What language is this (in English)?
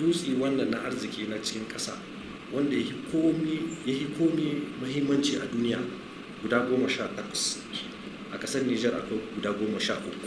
Hausa